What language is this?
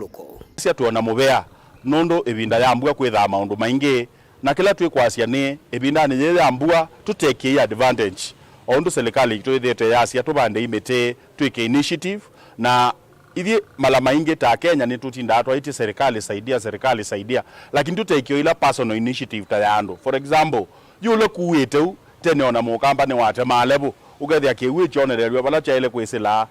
Kamba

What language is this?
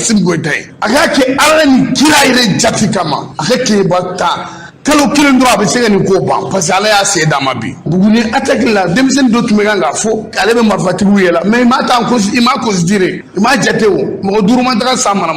Bambara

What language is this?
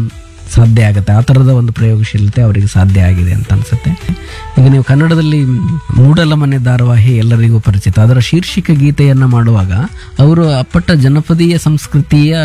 Kannada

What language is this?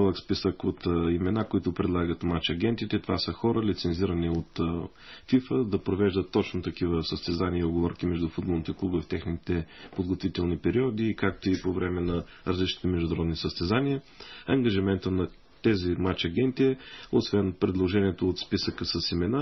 Bulgarian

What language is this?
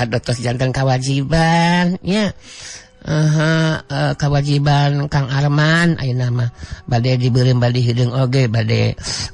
Sundanese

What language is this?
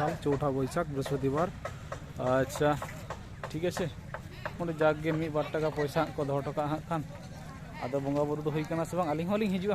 Santali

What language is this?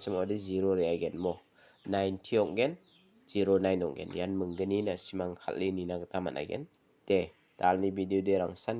Garo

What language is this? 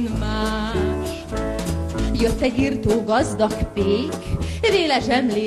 Hungarian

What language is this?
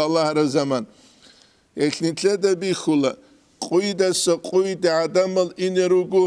Avaric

